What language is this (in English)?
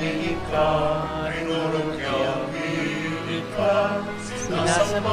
Bikol